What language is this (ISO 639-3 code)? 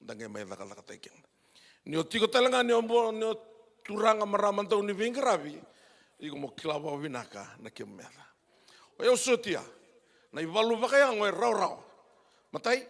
fij